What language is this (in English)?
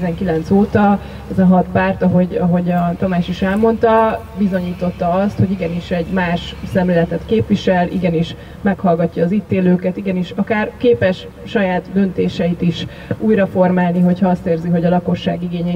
Hungarian